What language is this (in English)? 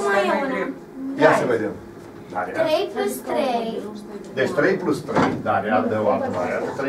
Romanian